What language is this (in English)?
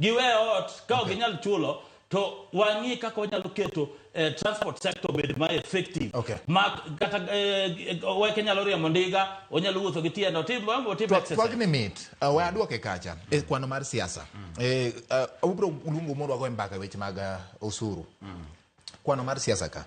Luo (Kenya and Tanzania)